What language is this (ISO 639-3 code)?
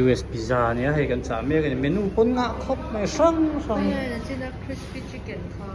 hmr